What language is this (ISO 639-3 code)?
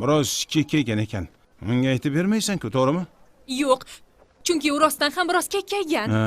uzb